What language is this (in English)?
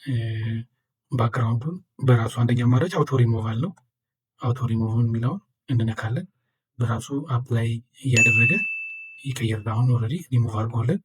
Amharic